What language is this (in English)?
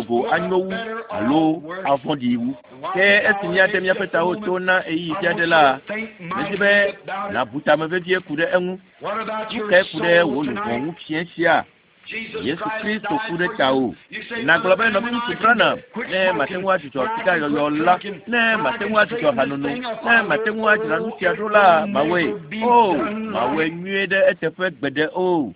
Ewe